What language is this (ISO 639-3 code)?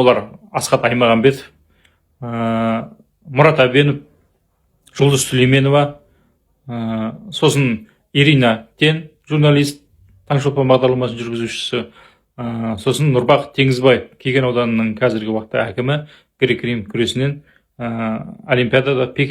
kaz